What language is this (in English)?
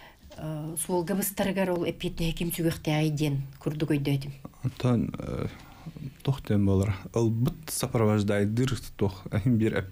Yakut